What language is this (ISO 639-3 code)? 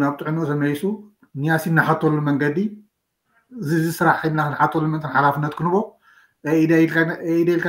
tir